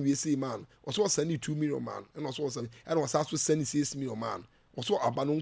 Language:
Akan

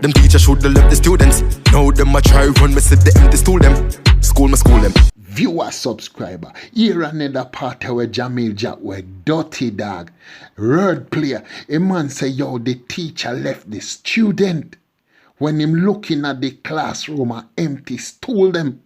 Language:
Jamaican Creole English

